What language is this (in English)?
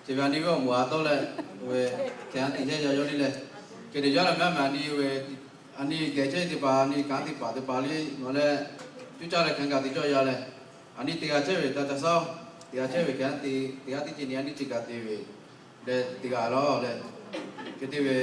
Lahu